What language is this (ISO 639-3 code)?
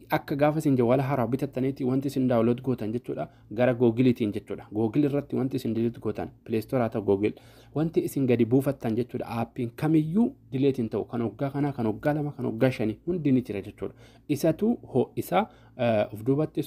orm